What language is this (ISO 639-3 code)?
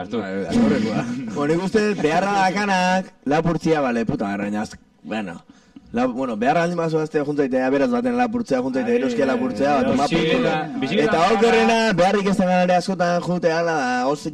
eus